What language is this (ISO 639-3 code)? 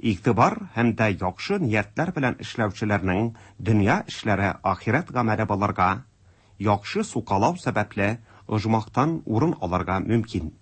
tat